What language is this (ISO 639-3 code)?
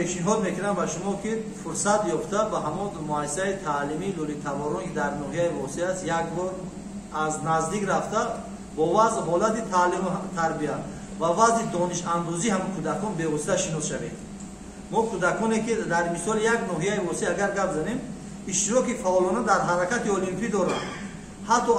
tgk